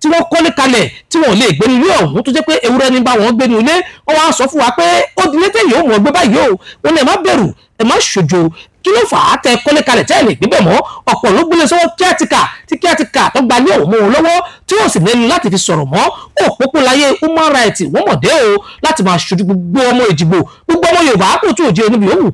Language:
Yoruba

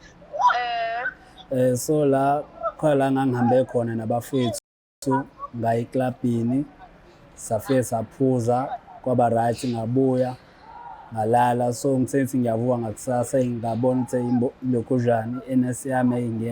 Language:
Zulu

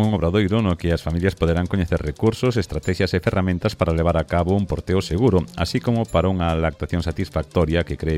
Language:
Galician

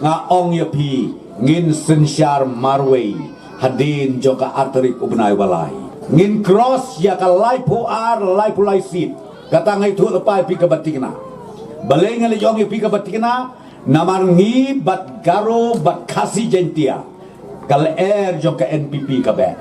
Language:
Khasi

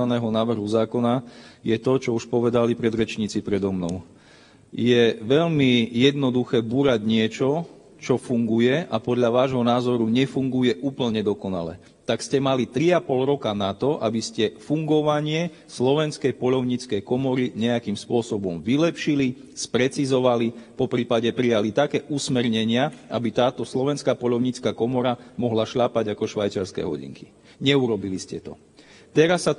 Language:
Slovak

